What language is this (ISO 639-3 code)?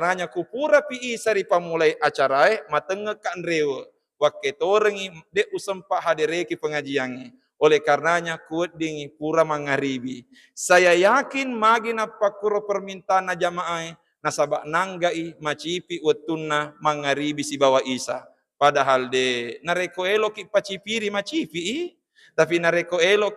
bug